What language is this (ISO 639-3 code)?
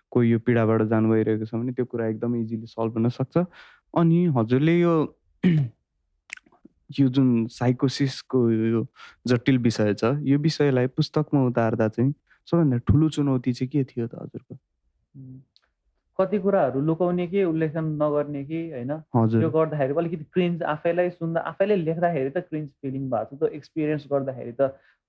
nep